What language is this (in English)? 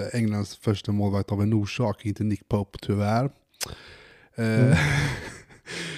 Swedish